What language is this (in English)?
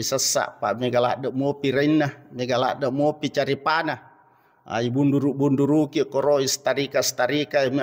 Buginese